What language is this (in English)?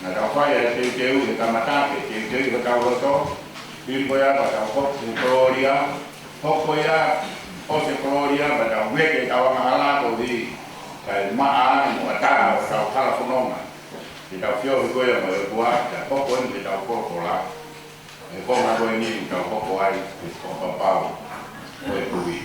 Tongan